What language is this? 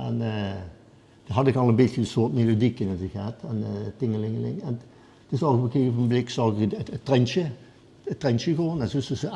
Limburgish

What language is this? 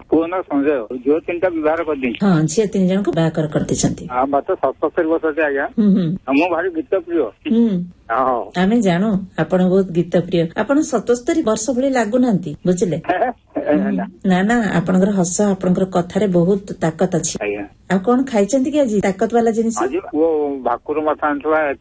Odia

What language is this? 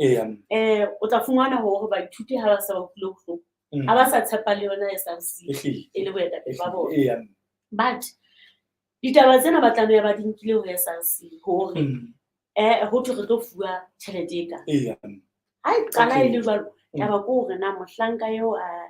Southern Sotho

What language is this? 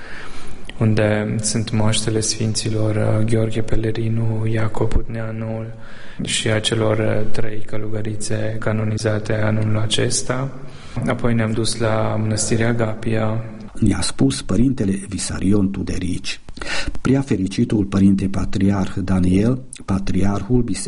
Romanian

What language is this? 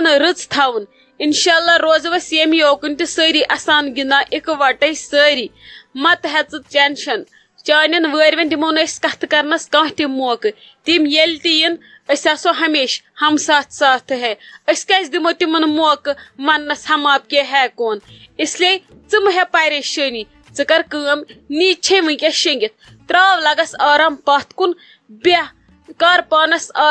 Kashmiri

